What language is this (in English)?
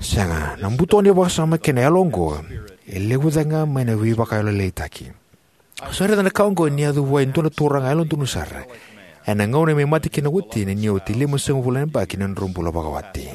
Fijian